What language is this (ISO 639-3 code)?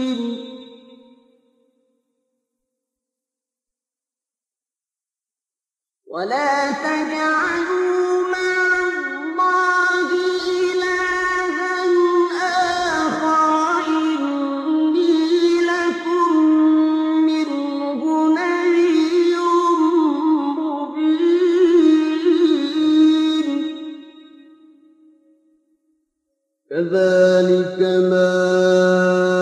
ara